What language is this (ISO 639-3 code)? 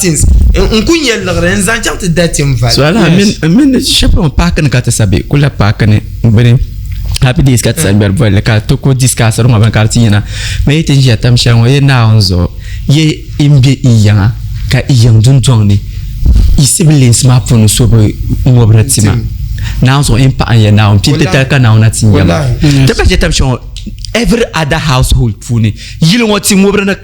dag